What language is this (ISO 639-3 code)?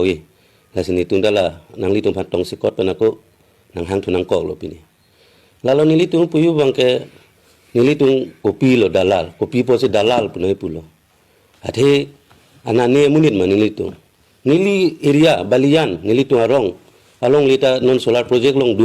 mjw